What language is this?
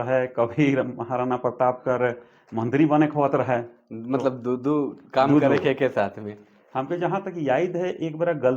Sadri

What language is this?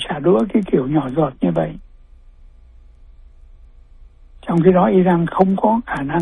Vietnamese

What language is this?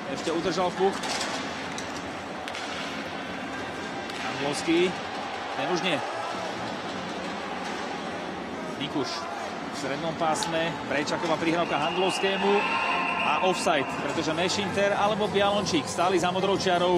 Slovak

